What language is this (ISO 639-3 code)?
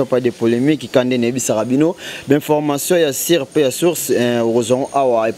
lin